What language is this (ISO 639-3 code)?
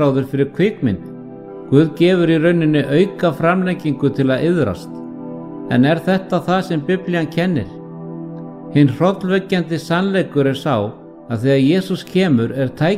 isl